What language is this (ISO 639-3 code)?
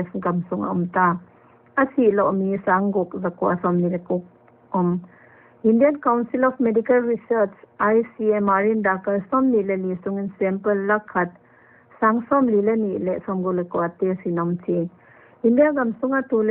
pck